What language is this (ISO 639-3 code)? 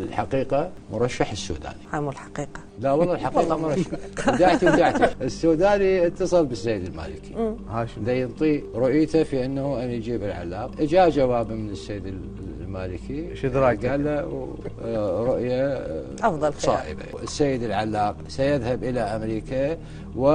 acm